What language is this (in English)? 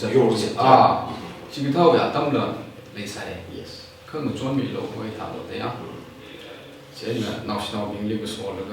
Tangkhul Naga (India)